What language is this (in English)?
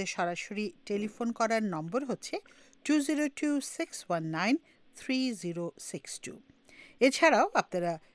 Bangla